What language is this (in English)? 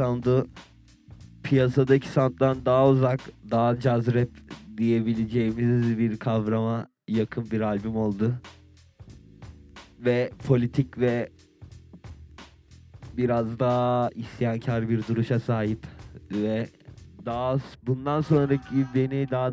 Turkish